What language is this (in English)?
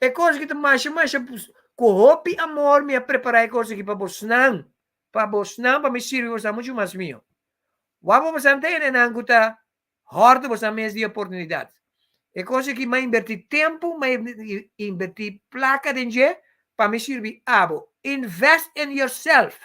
Papiamento